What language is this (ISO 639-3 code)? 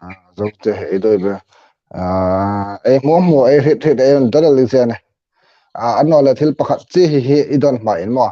hmr